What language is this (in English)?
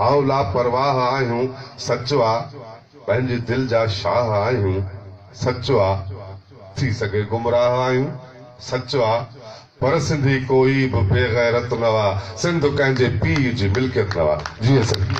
Sindhi